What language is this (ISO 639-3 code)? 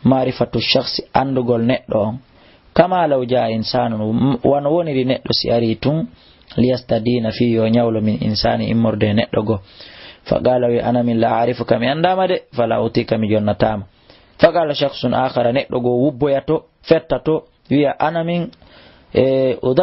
ful